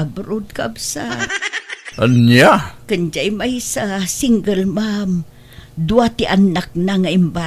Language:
Iloko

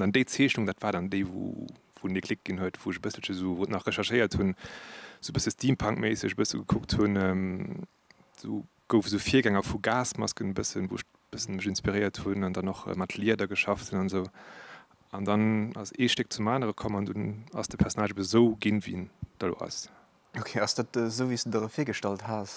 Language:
Luxembourgish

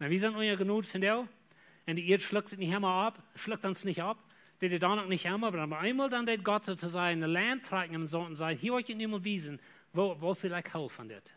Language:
Plautdietsch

